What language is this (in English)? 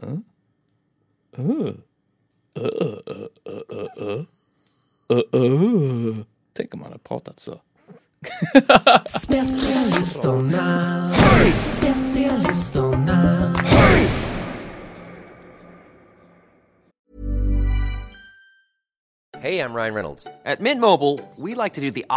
Swedish